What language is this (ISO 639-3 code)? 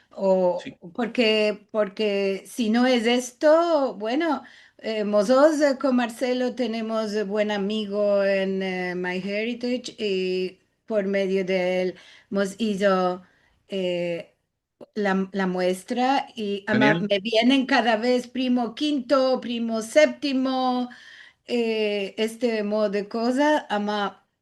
lad